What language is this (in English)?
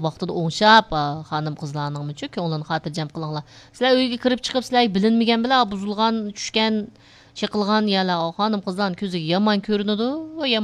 Uyghur